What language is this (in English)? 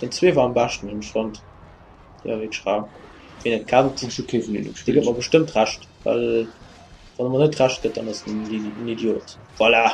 Luxembourgish